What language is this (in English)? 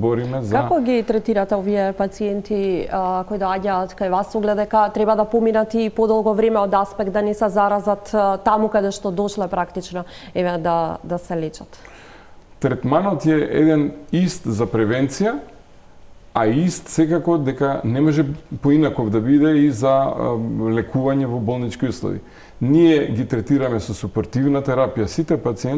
Macedonian